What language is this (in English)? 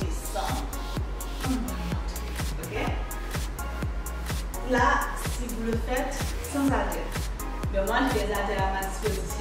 French